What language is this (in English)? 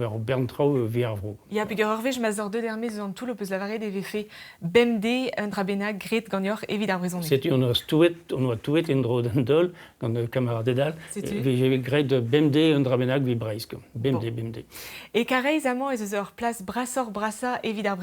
Breton